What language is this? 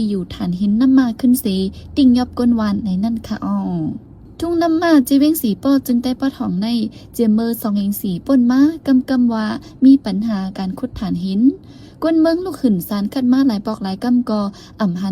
Shan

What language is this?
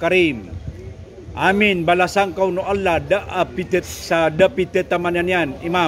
Maranao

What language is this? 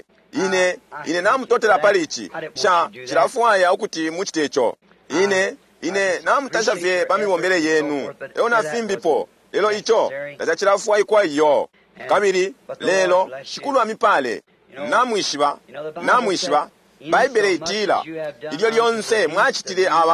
Bemba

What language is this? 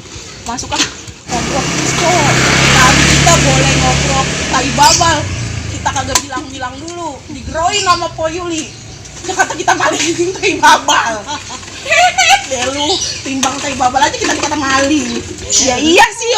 Betawi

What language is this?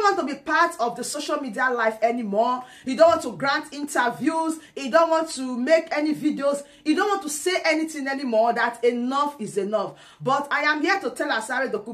Nigerian Pidgin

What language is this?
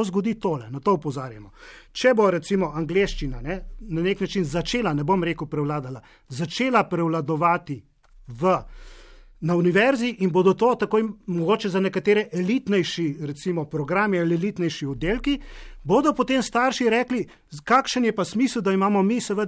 Slovenian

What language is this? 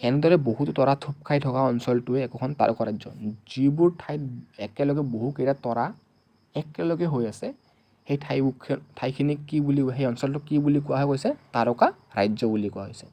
Assamese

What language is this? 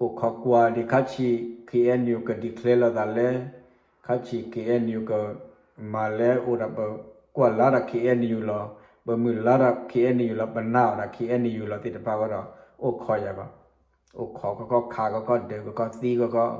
S'gaw Karen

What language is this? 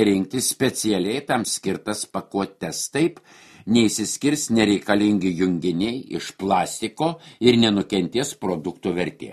Lithuanian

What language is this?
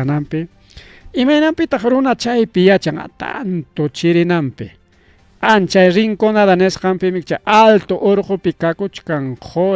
Ayacucho Quechua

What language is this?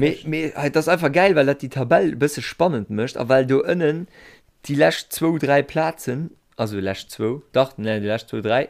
Luxembourgish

